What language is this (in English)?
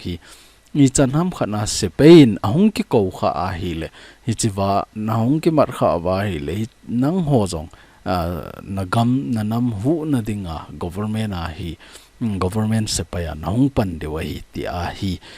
Thado Chin